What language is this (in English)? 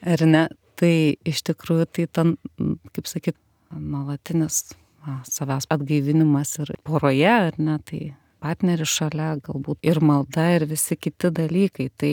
Lithuanian